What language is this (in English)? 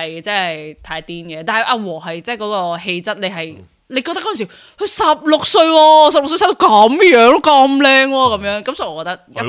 Cantonese